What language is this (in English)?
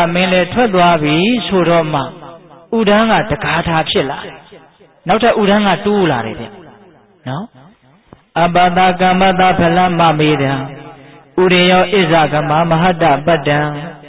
Burmese